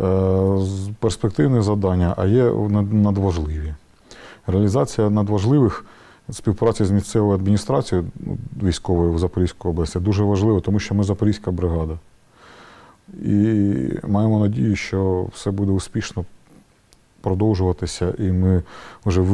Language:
Ukrainian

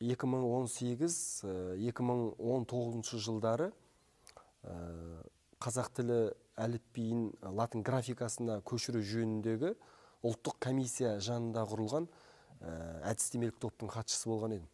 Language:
Kazakh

